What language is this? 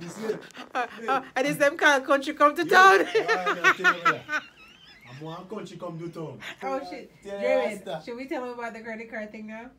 Jamaican Creole English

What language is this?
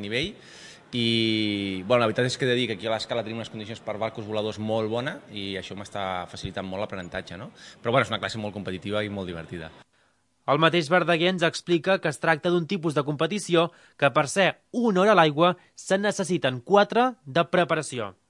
Catalan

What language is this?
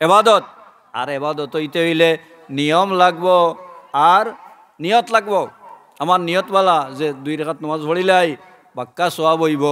Sylheti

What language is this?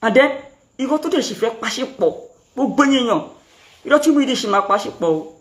Yoruba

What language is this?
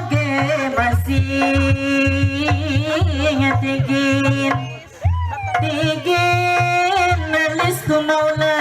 Sundanese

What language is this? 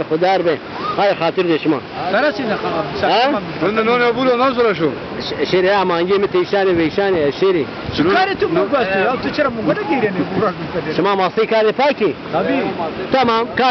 Zaza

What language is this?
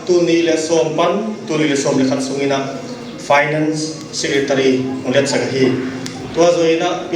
Paite Chin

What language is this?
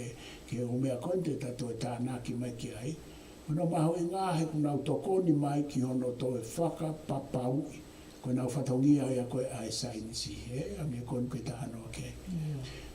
Tongan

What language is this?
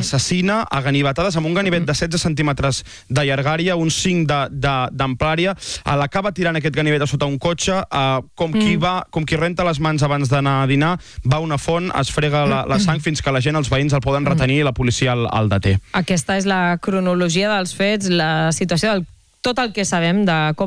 Catalan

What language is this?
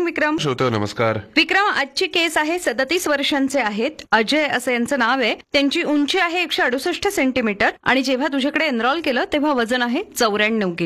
Marathi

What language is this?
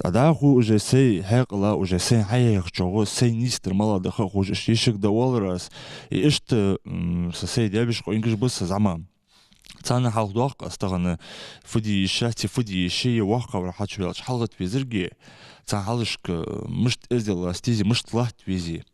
Ingush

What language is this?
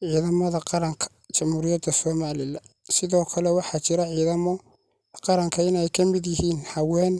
Somali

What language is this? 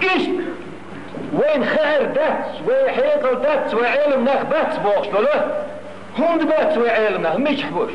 Chechen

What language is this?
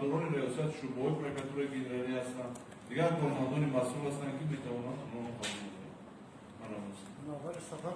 Tajik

